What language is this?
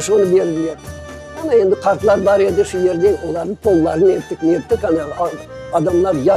Crimean Tatar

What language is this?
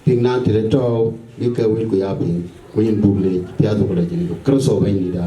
Dinka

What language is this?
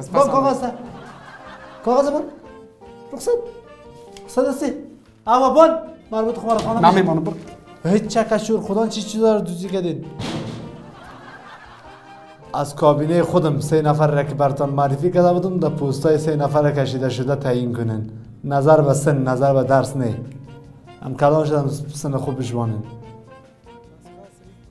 Persian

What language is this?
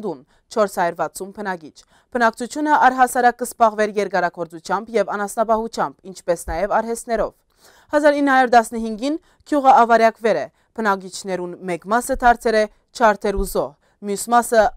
Western Armenian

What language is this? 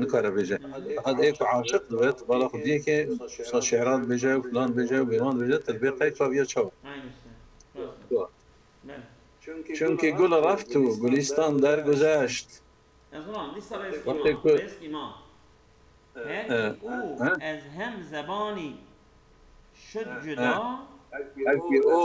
Kurdish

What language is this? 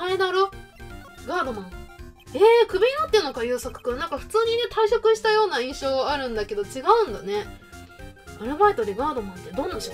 Japanese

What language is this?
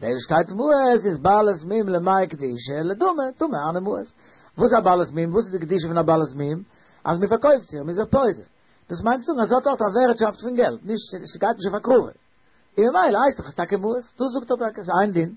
Yiddish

